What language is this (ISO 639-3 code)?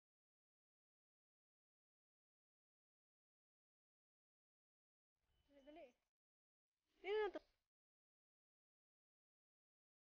fil